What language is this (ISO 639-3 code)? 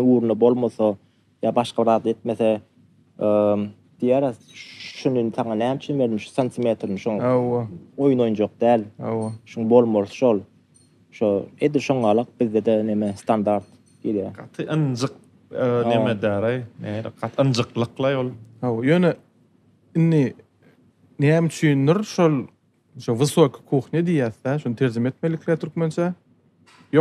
tuk